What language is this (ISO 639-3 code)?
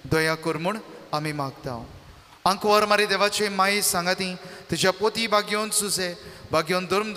kok